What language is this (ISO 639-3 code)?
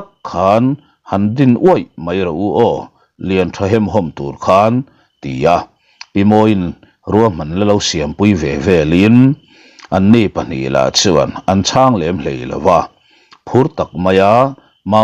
lus